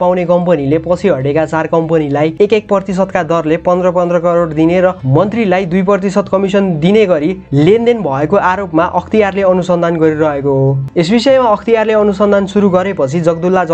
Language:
Nepali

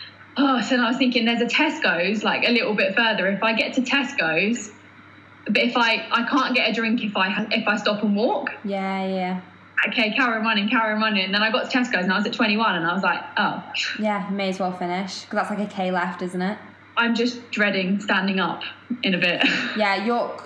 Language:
English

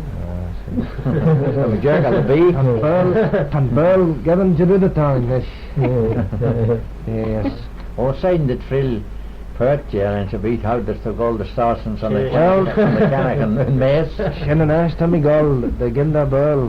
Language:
Manx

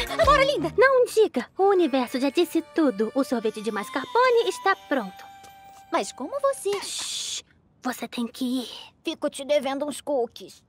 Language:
Portuguese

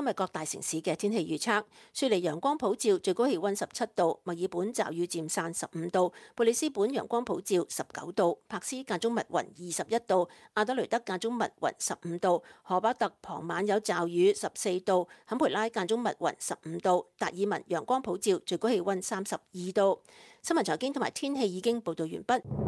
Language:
Cantonese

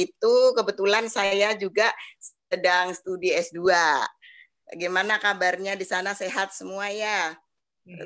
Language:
Indonesian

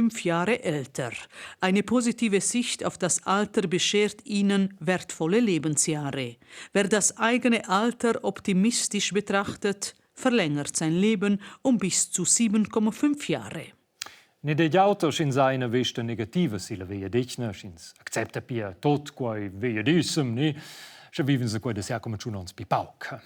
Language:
Romansh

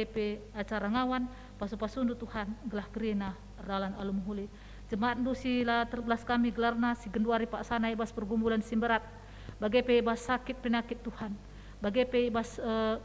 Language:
Batak Karo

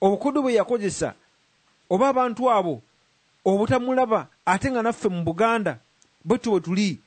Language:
Ganda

